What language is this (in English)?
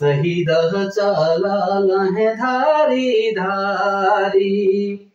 Sadri